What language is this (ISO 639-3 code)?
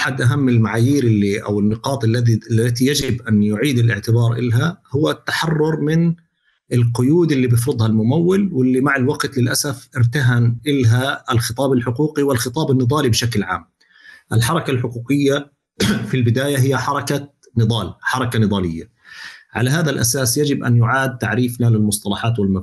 apc